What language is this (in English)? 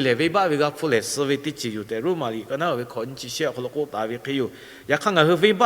Lahu